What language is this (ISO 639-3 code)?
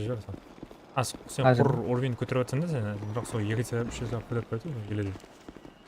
kaa